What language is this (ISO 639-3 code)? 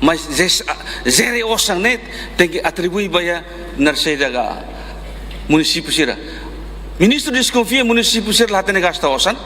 tet